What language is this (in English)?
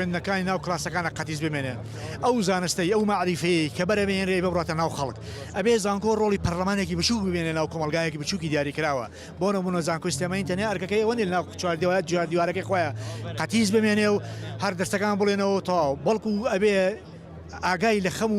Central Kurdish